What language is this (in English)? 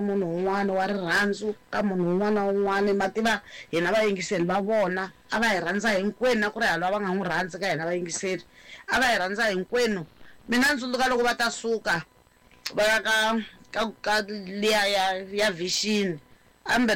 Tsonga